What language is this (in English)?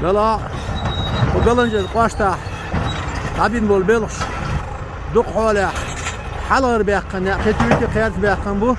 Chechen